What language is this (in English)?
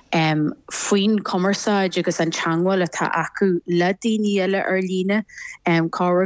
Irish